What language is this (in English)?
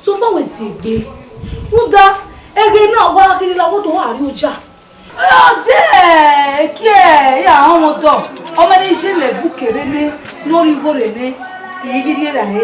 Bini